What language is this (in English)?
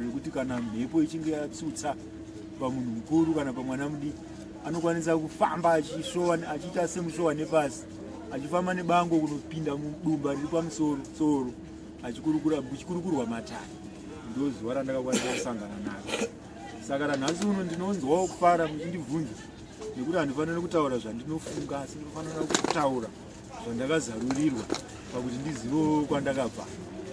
Shona